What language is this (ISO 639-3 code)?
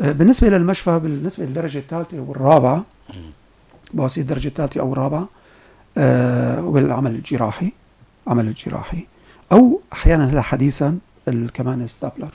apc